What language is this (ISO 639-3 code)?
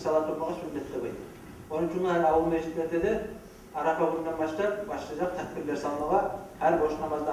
kum